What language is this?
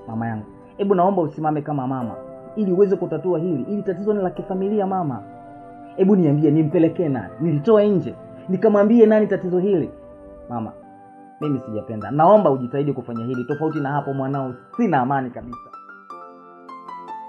Swahili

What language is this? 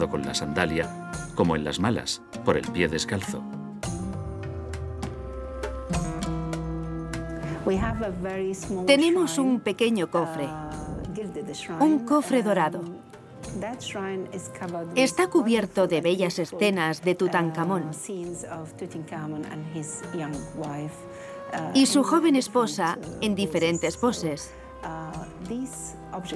Spanish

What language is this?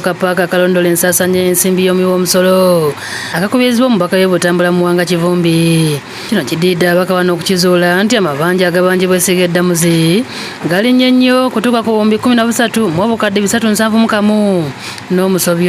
Ganda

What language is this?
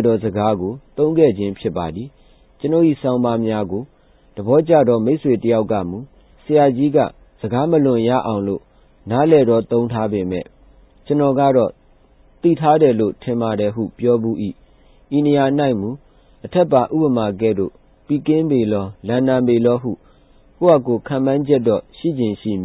Burmese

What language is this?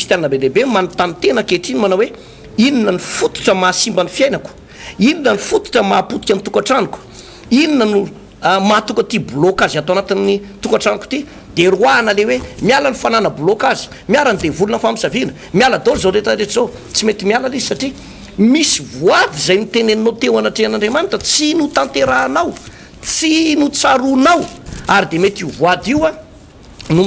Malagasy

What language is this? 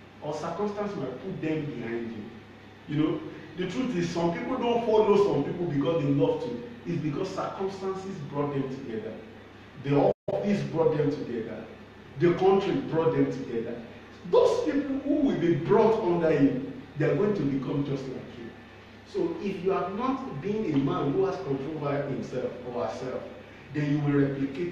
English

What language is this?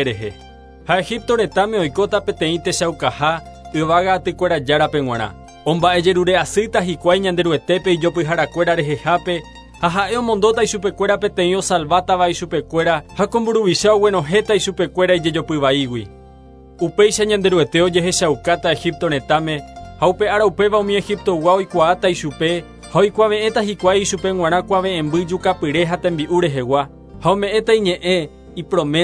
Guarani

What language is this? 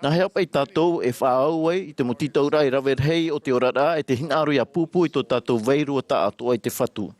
Tahitian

